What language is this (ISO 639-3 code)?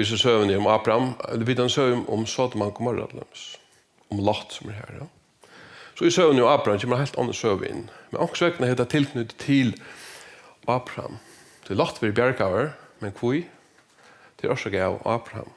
fao